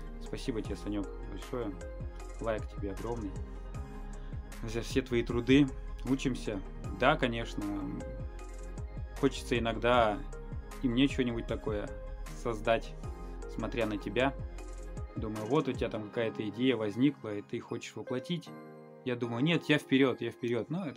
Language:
Russian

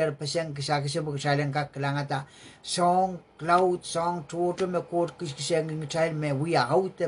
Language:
Pohnpeian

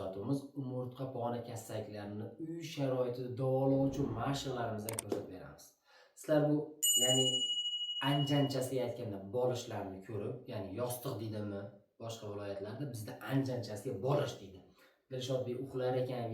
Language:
Uzbek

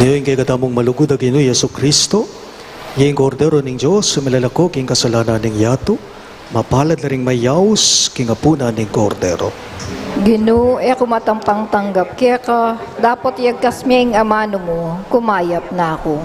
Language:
Pampanga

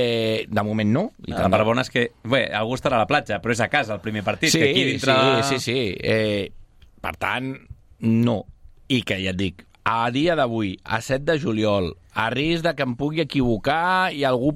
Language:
Catalan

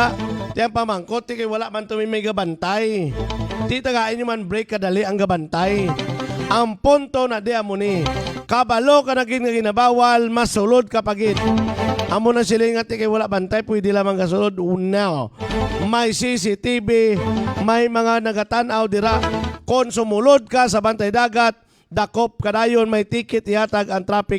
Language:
Hiligaynon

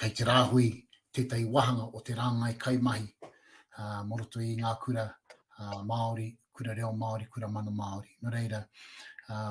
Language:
Māori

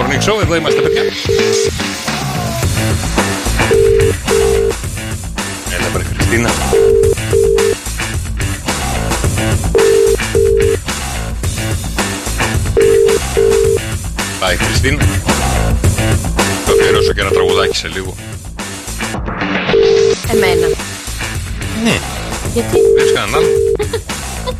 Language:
Greek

